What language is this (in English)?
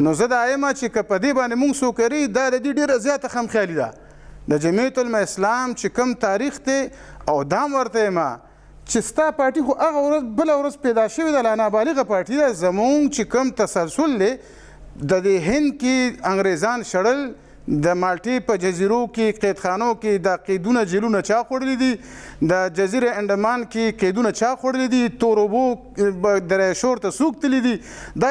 Pashto